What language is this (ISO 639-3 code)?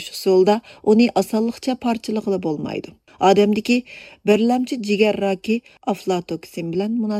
uig